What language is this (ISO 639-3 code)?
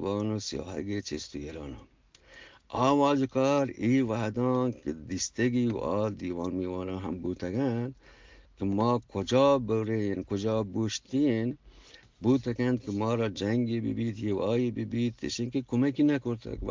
bgp